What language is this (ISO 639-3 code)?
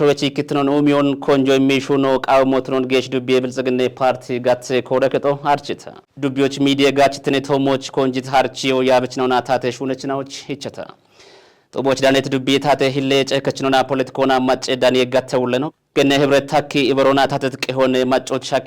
kbr